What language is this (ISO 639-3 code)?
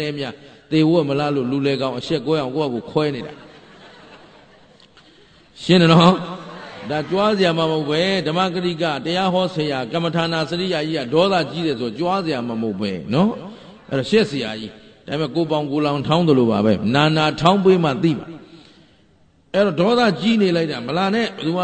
mya